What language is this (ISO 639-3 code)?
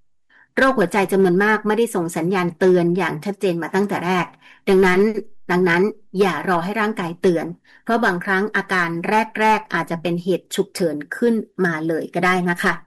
tha